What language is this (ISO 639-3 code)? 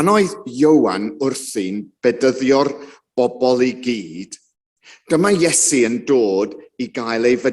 cym